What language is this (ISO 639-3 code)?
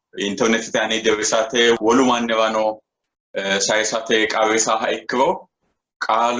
sid